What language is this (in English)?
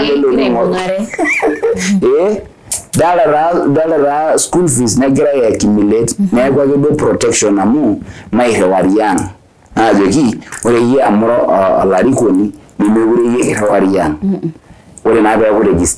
Masai